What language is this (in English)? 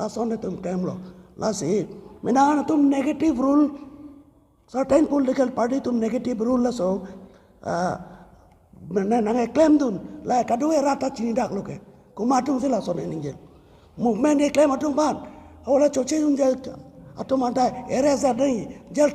Karbi